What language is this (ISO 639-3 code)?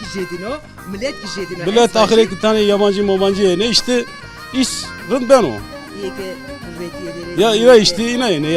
zza